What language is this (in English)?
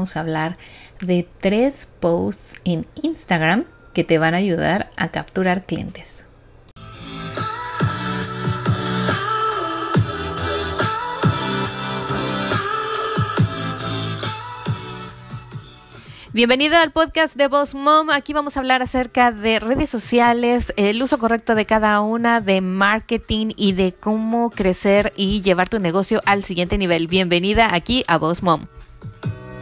Spanish